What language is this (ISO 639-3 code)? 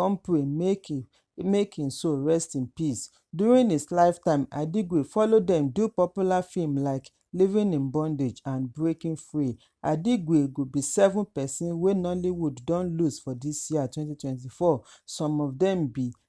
pcm